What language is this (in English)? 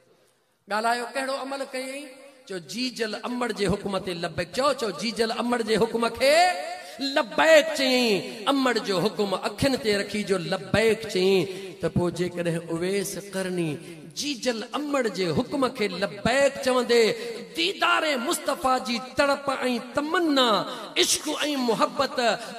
Sindhi